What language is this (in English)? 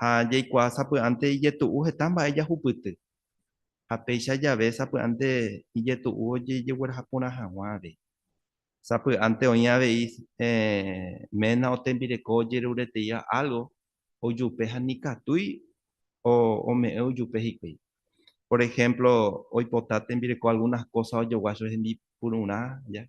Guarani